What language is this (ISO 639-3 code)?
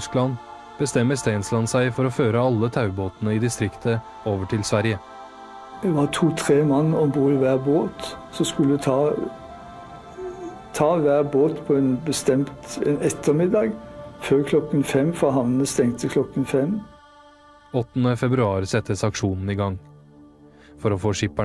nor